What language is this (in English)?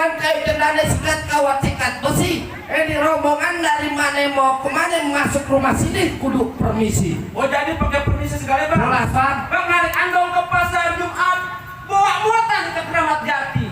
Betawi